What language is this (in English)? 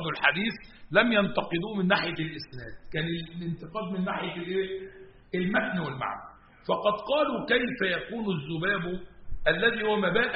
Arabic